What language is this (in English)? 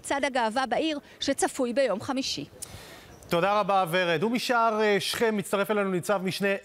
Hebrew